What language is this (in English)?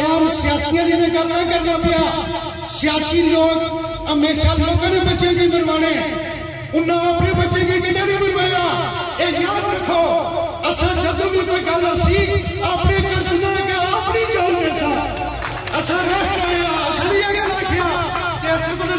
Pahari-Potwari